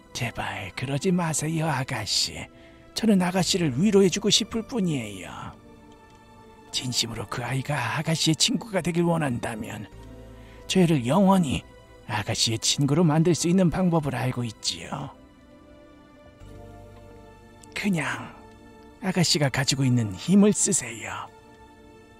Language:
Korean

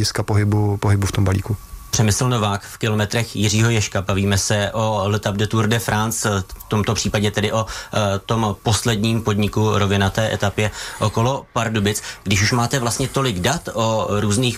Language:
Czech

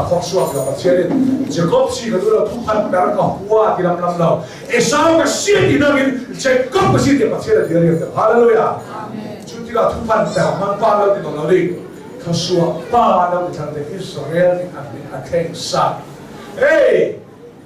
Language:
Hakha Chin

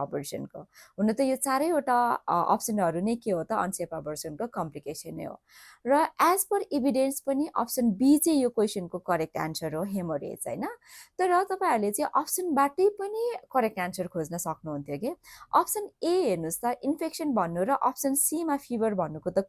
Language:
Nepali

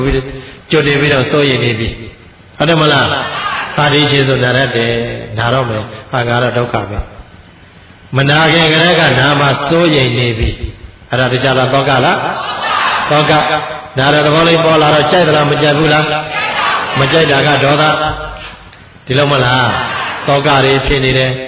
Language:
Burmese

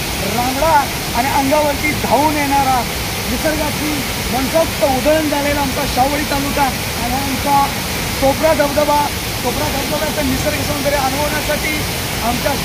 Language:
Marathi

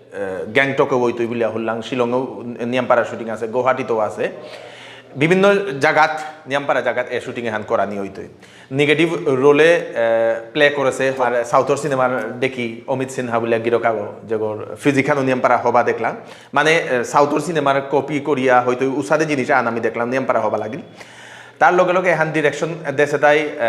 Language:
Bishnupriya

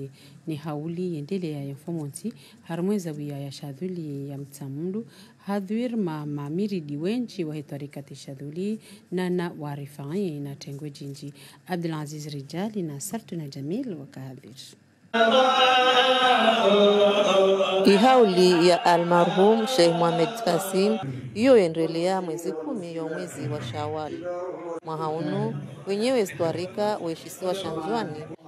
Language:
Swahili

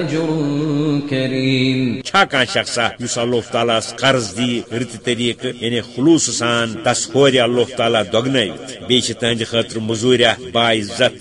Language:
Kashmiri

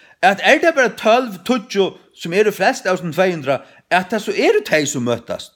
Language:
Faroese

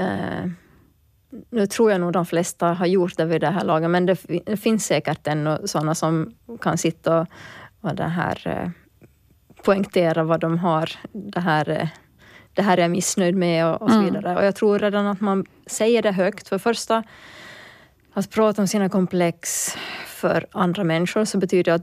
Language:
Swedish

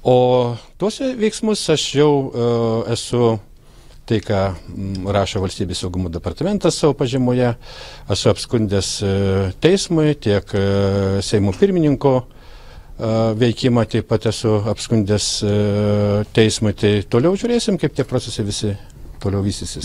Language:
Lithuanian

